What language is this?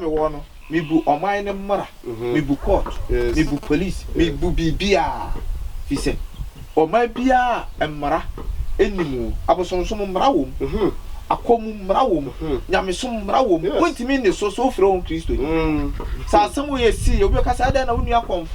Akan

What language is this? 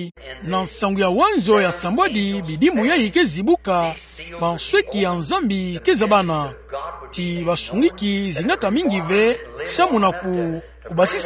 Kituba (Democratic Republic of Congo)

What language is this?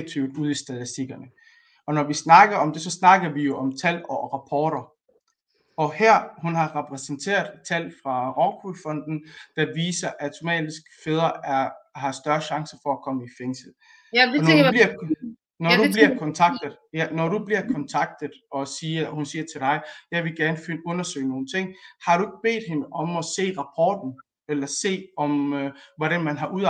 Danish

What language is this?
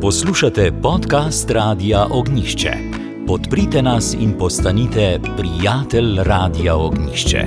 Slovenian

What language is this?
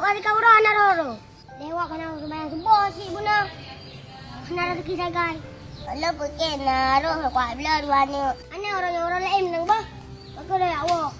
Achinese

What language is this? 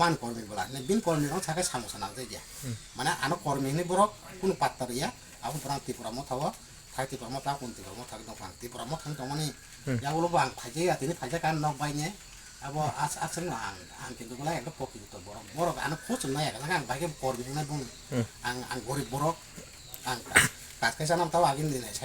Kok Borok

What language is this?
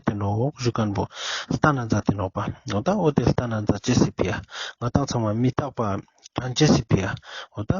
Ladakhi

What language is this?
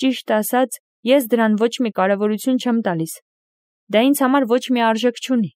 Armenian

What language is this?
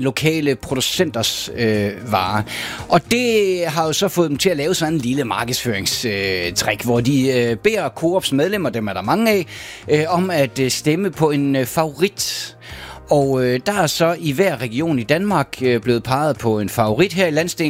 Danish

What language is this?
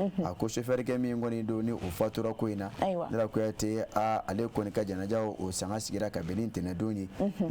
Bambara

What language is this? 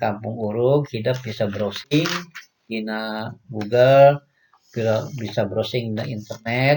Sundanese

